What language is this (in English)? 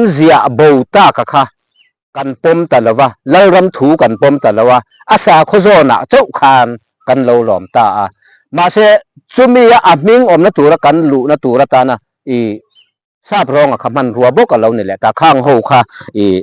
Mizo